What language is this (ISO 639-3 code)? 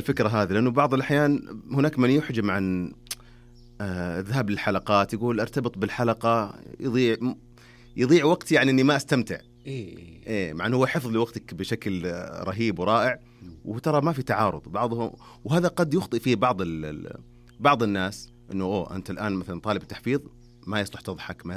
ars